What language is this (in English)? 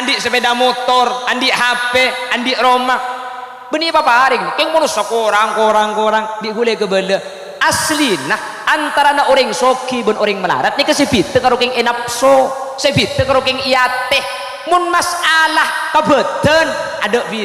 Madurese